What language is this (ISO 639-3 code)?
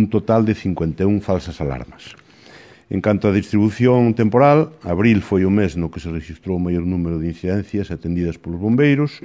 glg